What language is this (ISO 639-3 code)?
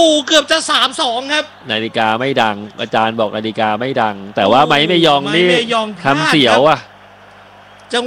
tha